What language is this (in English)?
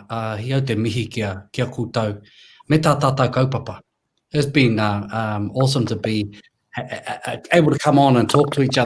Māori